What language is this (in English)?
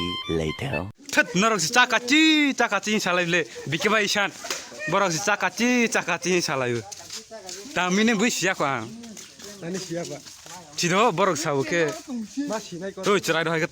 Kok Borok